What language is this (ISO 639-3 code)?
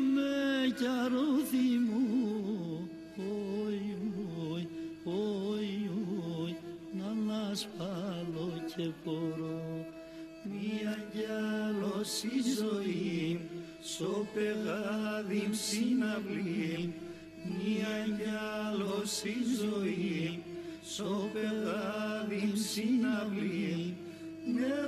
ell